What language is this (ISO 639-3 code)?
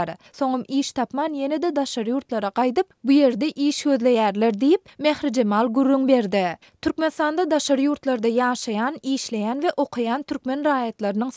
tuk